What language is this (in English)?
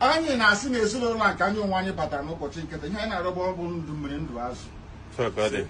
Igbo